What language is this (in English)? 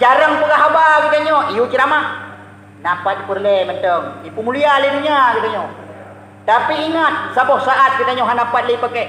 Achinese